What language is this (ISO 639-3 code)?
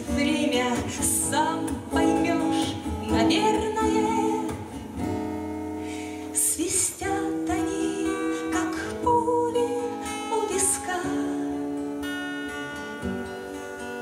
rus